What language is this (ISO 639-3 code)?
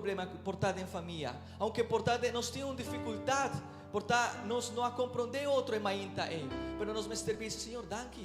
pap